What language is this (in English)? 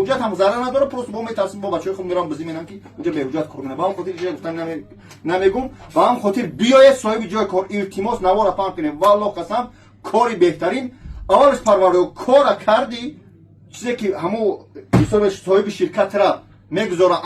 Tajik